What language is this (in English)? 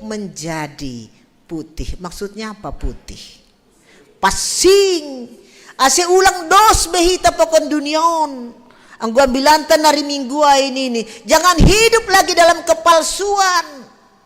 Batak Simalungun